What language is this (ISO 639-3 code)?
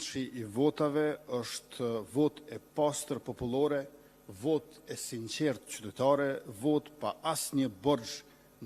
sqi